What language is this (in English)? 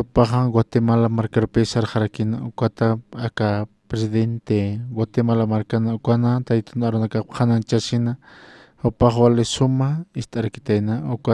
Aymara